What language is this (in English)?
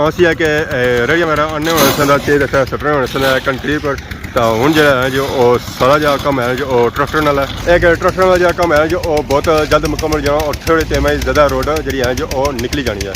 Pahari-Potwari